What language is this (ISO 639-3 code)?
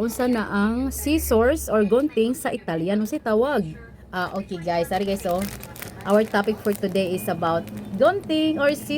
ceb